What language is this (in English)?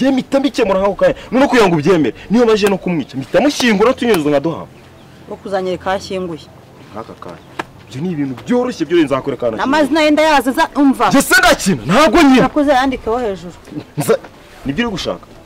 Kinyarwanda